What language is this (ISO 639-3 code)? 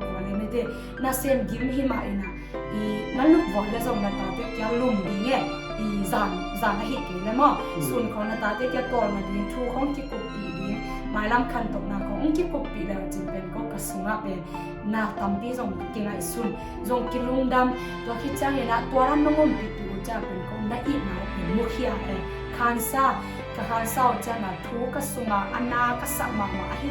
ctd